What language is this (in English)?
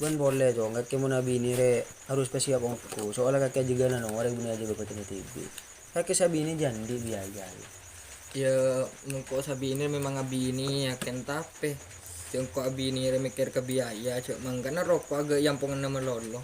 Madurese